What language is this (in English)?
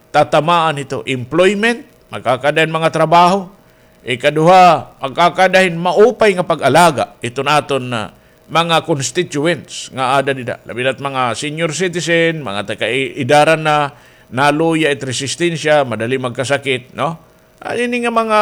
Waray